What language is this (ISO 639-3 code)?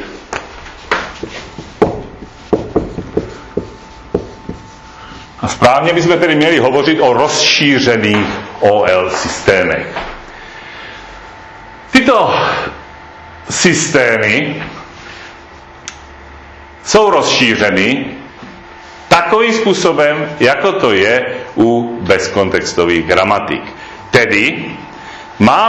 ces